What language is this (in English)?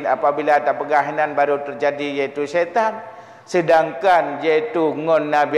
Achinese